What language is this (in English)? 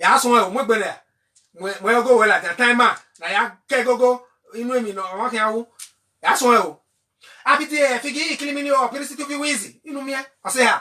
Bini